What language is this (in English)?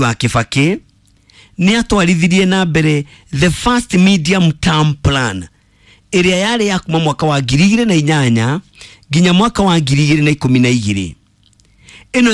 Kikuyu